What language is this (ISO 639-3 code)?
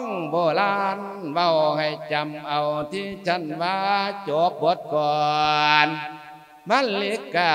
lao